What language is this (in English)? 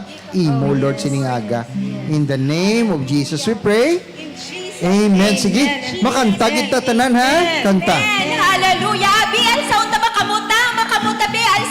Hiligaynon